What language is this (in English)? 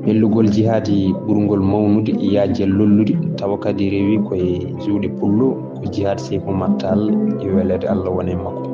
Fula